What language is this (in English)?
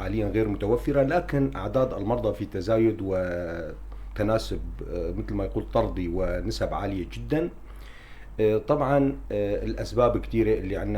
North Levantine Arabic